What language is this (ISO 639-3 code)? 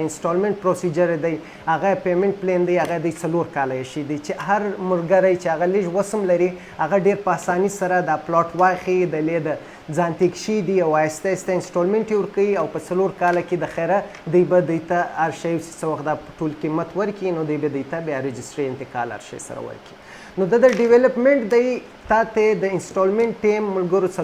pus